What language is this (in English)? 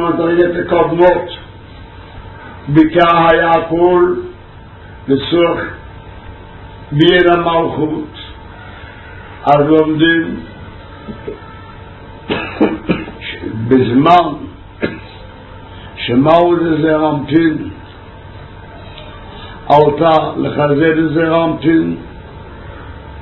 Hebrew